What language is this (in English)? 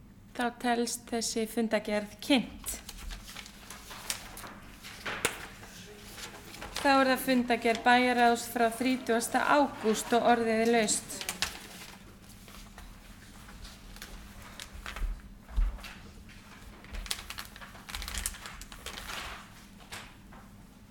Icelandic